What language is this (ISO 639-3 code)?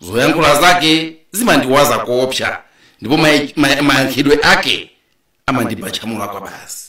nya